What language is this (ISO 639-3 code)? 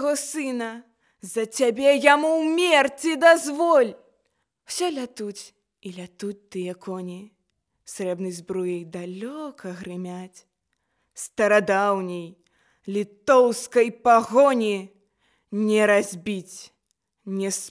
bel